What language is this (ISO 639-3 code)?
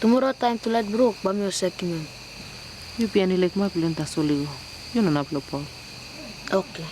tpi